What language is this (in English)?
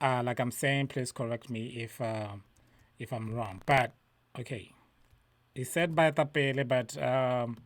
Tswana